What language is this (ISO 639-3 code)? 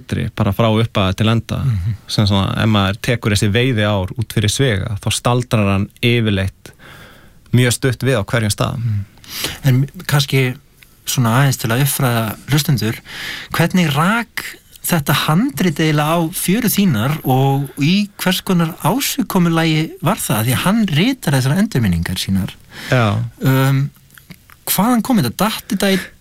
isl